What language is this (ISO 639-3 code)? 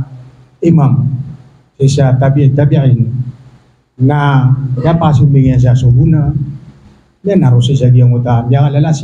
mrw